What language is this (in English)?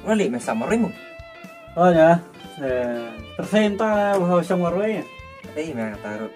Khasi